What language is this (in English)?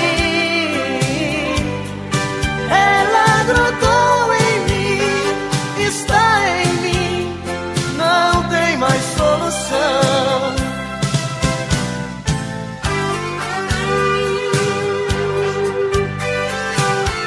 Portuguese